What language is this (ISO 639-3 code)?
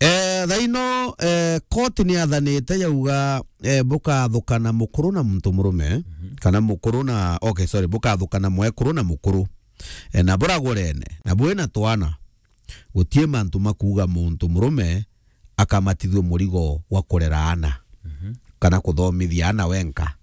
mer